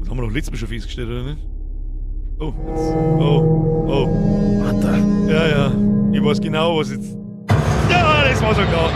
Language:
Bavarian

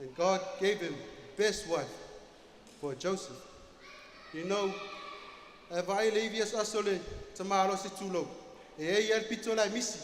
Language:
Samoan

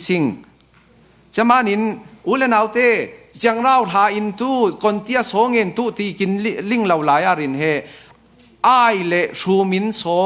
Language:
Falam Chin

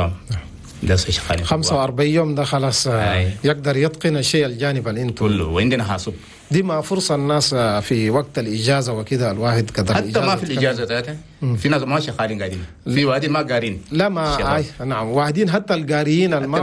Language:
Chadian Arabic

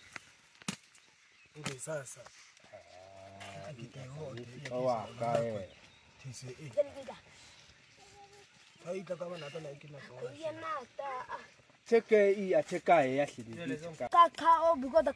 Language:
Swahili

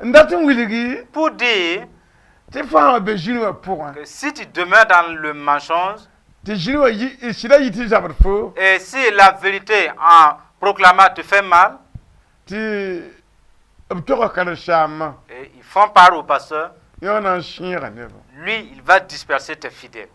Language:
Mossi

